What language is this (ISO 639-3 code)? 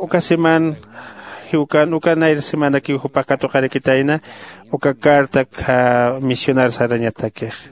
aym